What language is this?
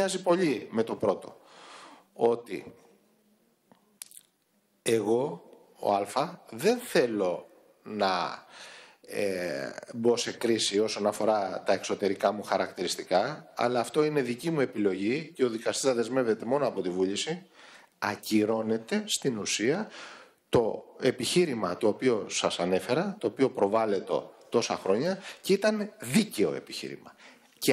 Greek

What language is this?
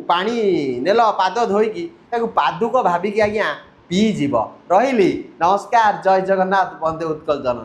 Odia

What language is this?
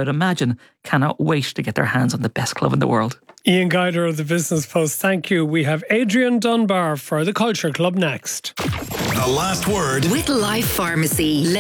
English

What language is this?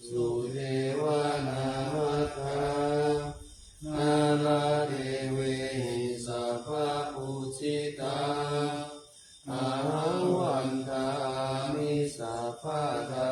Pali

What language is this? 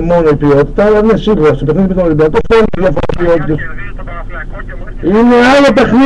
Greek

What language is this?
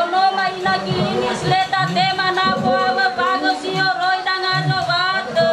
Nias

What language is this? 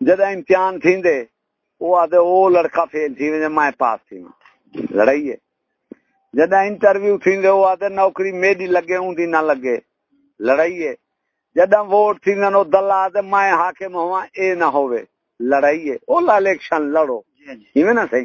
Saraiki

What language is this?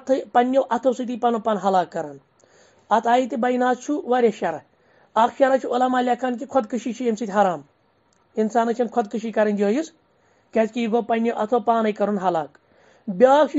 Kashmiri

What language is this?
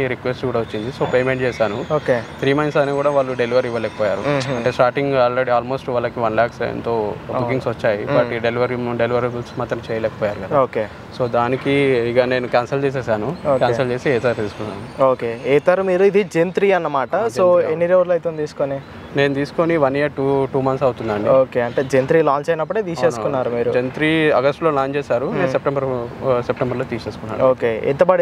Telugu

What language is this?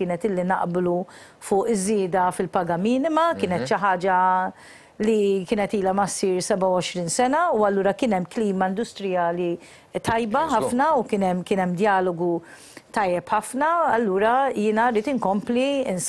Maltese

